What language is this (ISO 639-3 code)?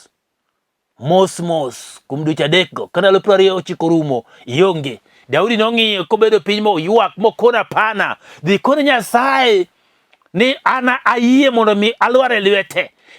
luo